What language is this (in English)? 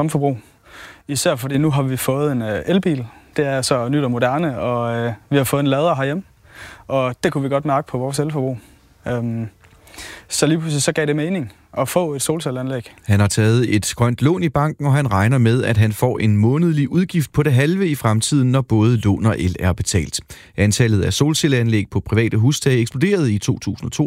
Danish